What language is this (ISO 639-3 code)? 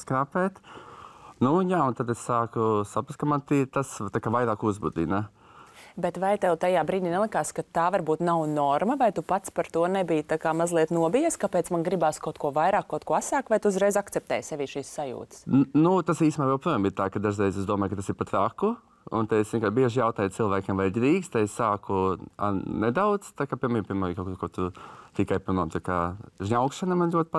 lav